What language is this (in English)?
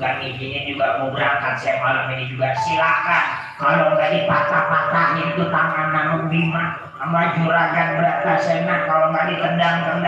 Betawi